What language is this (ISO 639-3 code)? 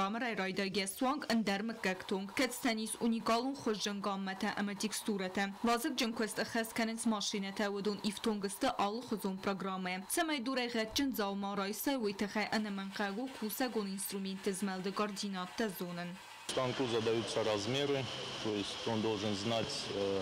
oss